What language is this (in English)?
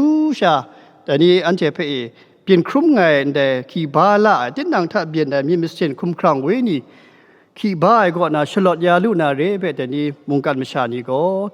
Kachin